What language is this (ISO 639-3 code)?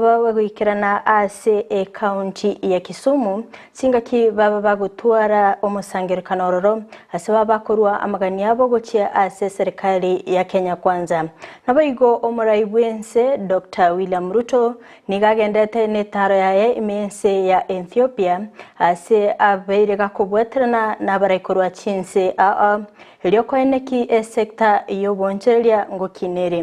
guz